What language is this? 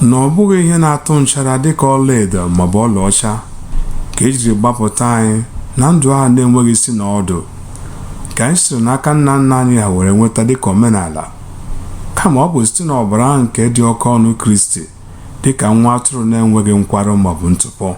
Igbo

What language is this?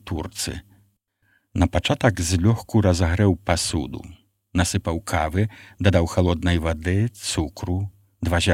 Belarusian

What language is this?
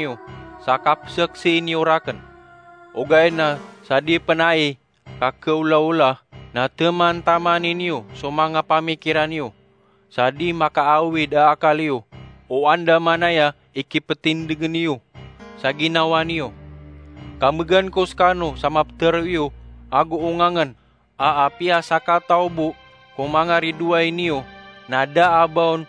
Maranao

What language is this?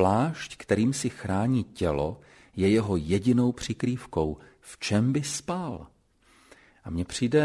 Czech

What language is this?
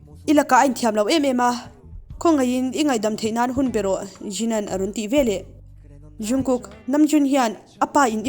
Mizo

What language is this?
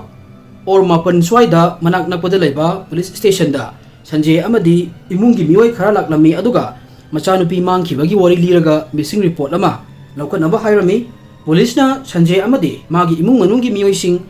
Manipuri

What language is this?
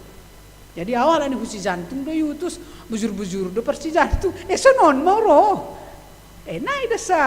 Batak Simalungun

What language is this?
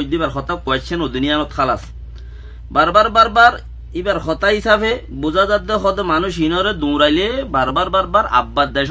Rohingya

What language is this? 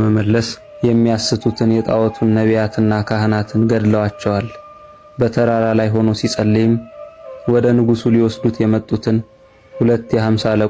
Amharic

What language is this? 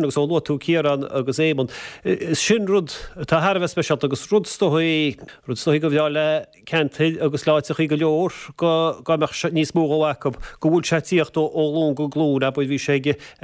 Irish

